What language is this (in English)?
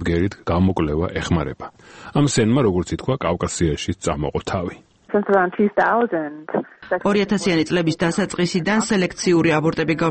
Georgian